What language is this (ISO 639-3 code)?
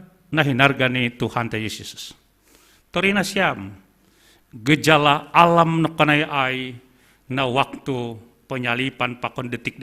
bts